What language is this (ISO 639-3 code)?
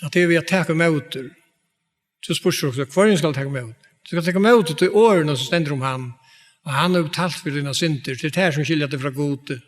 fao